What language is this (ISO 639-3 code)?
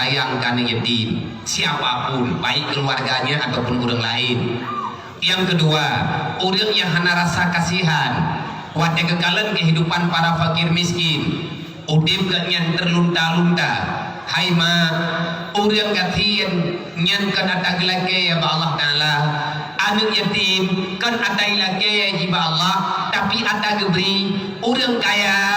ace